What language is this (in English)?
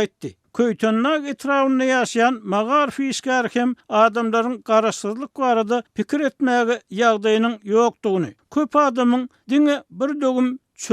Turkmen